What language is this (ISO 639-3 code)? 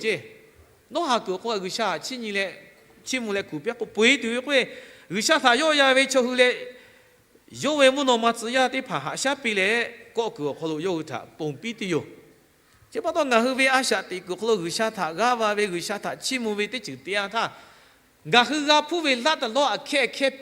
lhu